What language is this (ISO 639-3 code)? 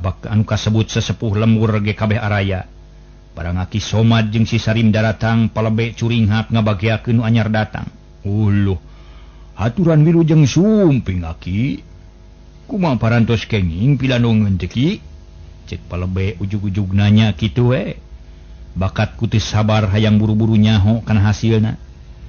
sun